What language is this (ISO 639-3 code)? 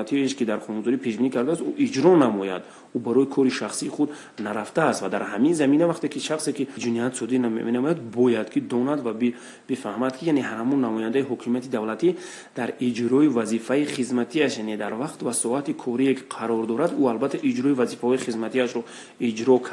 tgk